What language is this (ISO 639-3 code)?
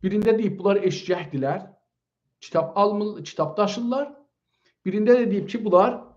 azb